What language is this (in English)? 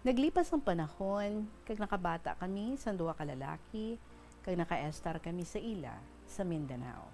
Hiligaynon